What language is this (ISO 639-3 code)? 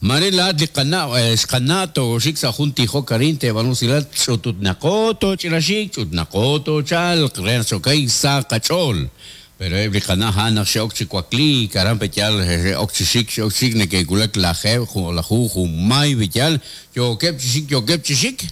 kek